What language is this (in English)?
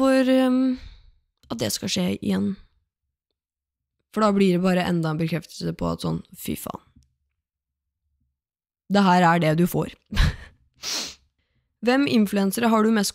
Norwegian